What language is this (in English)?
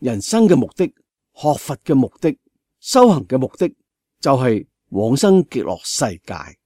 Cantonese